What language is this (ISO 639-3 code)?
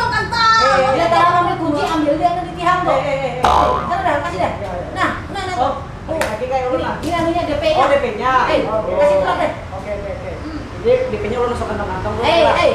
bjn